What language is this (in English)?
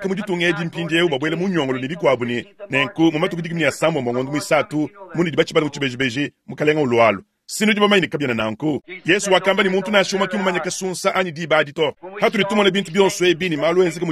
Luba-Lulua